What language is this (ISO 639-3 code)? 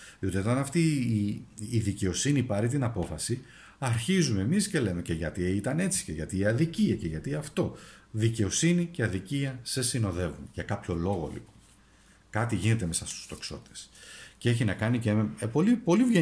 ell